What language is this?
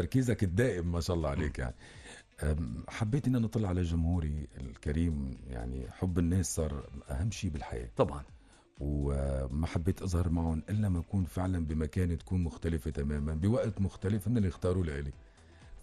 North Levantine Arabic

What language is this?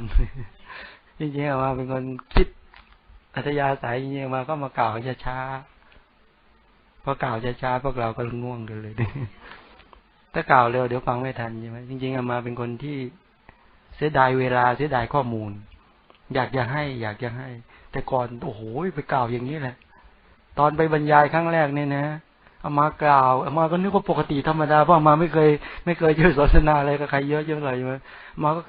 Thai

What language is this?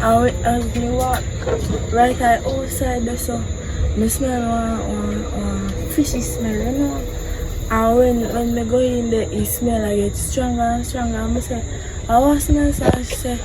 Jamaican Creole English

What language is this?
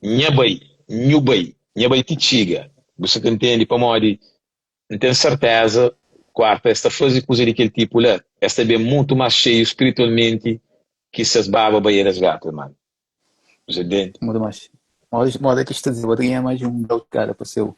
Kabuverdianu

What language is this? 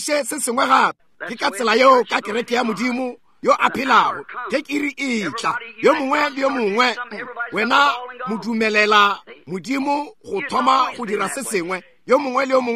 Northern Sotho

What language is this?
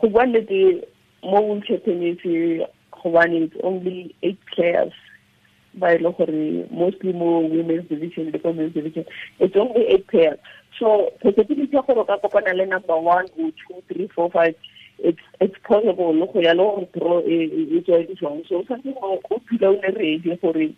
Tswana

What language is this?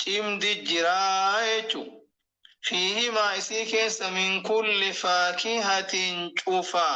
Oromo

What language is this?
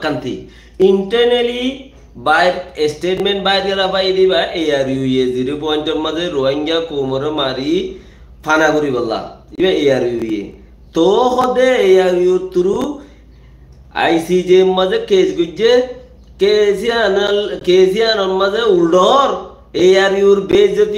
Rohingya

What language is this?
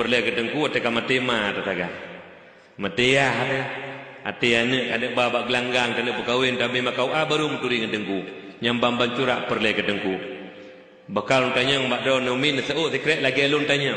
Achinese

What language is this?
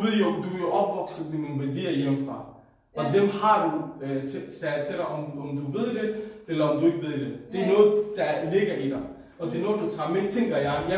Danish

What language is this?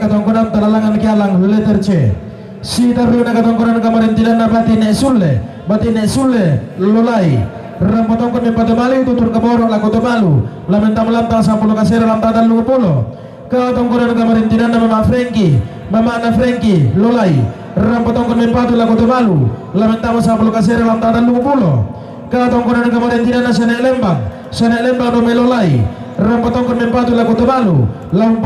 Toraja-Sa'dan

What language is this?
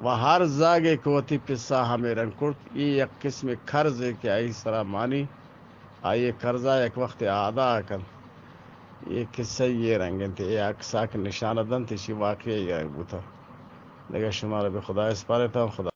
Eastern Balochi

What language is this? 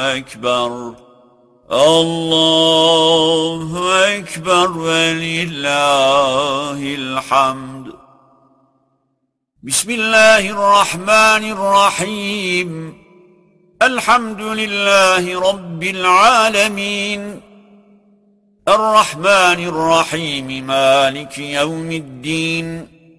Arabic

